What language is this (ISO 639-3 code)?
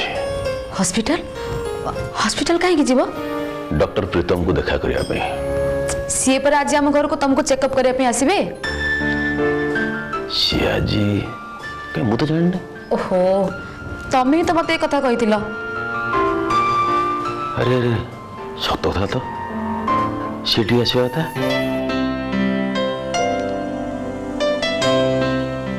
ori